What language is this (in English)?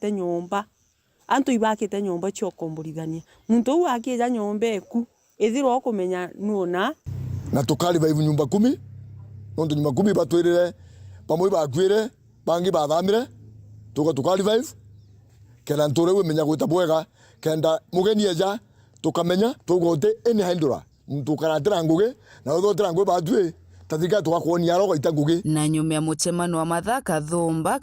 Meru